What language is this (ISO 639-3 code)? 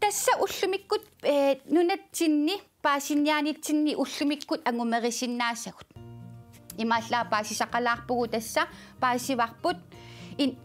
kal